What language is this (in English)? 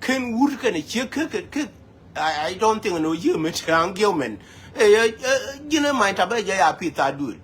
Nuer